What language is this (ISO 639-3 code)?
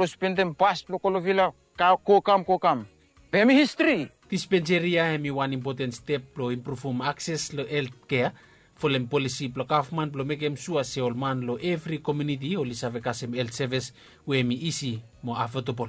bis